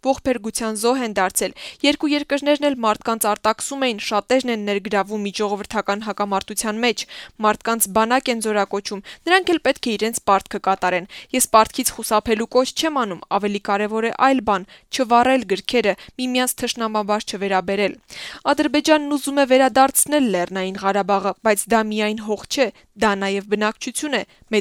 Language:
Armenian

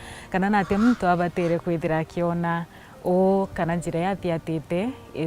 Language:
Meru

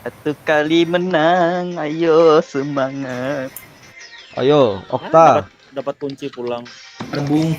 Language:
Banjar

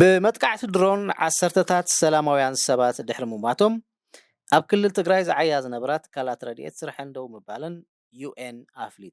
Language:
Tigrinya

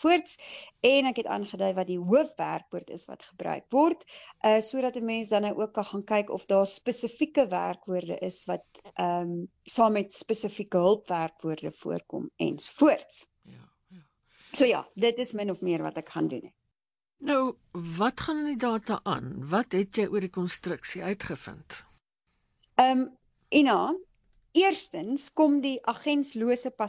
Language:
Afrikaans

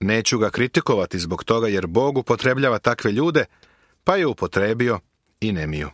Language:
Serbian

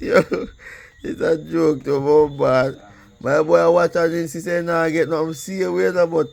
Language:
Jamaican Creole English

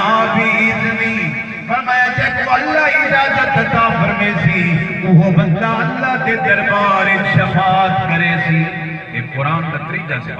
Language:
Saraiki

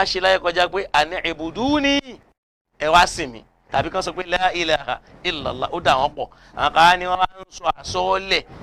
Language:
Yoruba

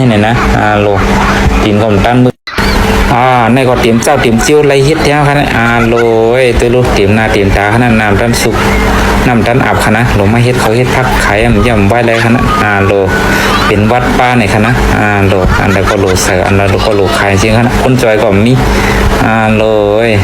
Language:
Shan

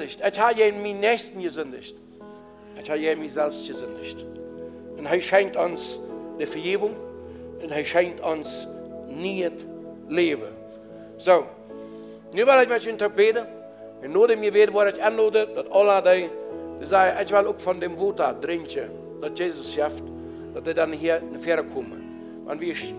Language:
Plautdietsch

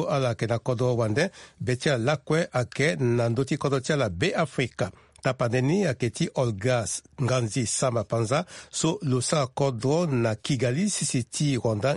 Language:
Sango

